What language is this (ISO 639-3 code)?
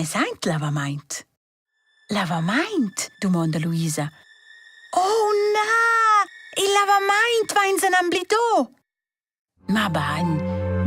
roh